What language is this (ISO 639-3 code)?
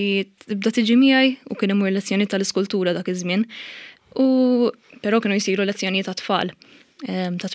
mlt